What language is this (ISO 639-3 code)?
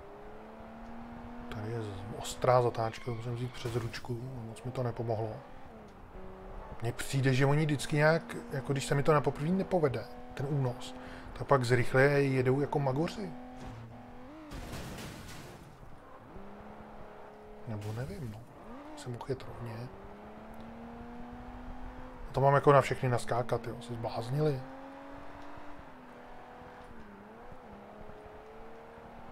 ces